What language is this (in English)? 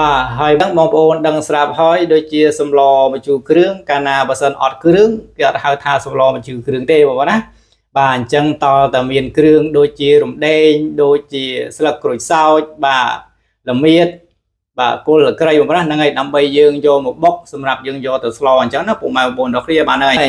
Khmer